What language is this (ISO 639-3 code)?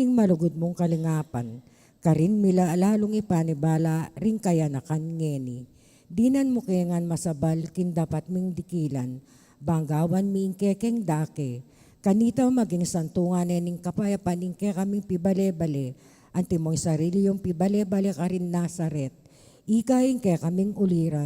pam